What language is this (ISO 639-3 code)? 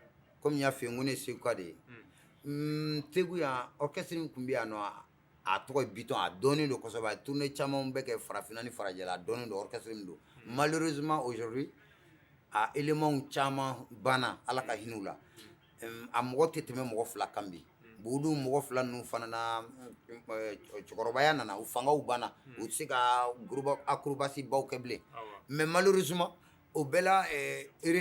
bam